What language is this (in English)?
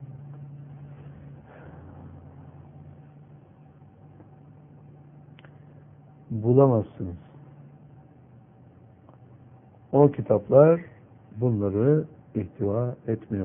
Turkish